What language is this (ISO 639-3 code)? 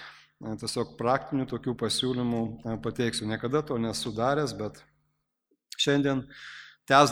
lit